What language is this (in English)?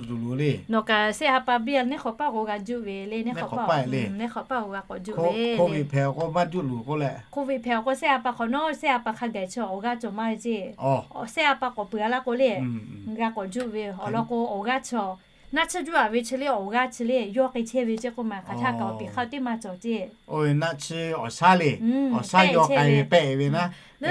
Lahu